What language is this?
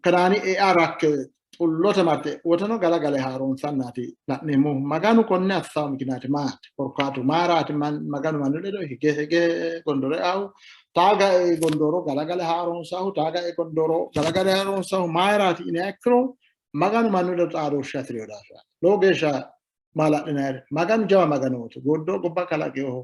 Sidamo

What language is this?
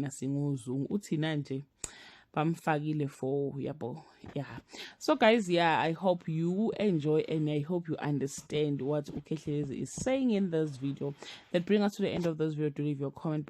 Zulu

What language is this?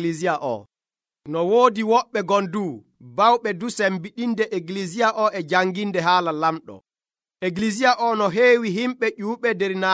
Nigerian Fulfulde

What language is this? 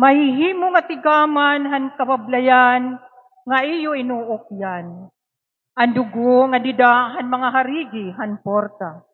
Waray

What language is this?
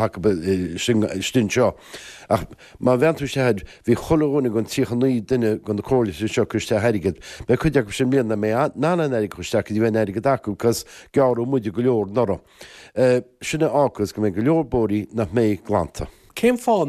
Irish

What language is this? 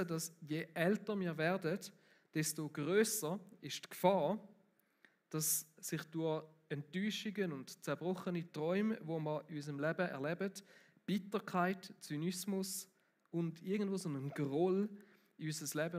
Swiss German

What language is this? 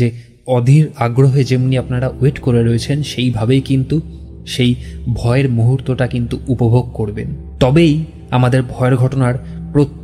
Bangla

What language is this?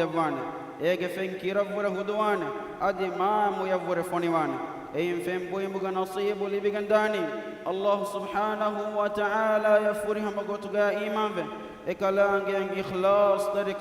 Divehi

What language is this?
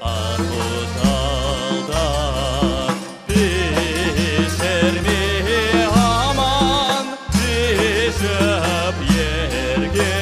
Crimean Tatar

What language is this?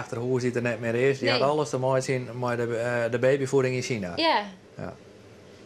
Western Frisian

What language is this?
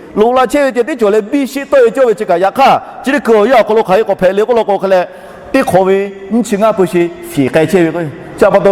Lahu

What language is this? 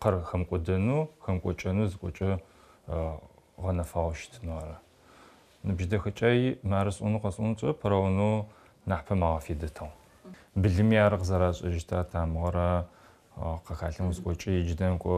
Adyghe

